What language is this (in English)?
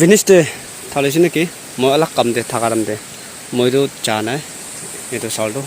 Naga Pidgin